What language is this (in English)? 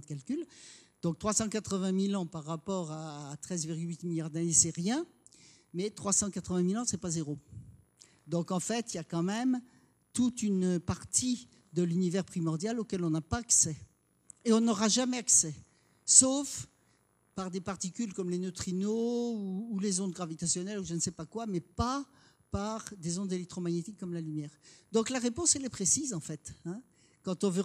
French